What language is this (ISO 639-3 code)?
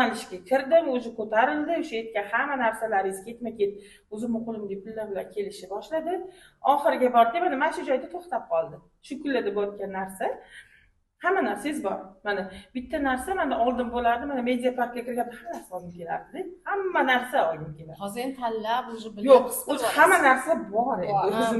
uzb